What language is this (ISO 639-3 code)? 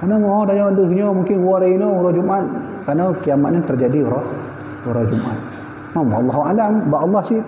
ace